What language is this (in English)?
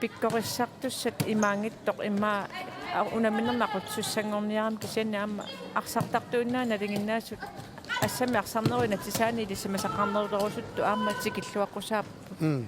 Kalaallisut